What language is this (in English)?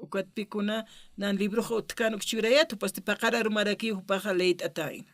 Aymara